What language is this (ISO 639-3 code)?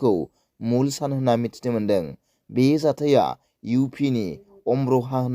brx